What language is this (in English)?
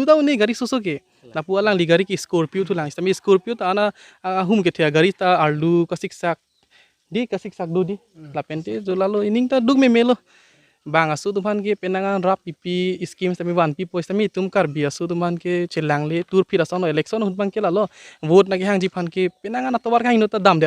Karbi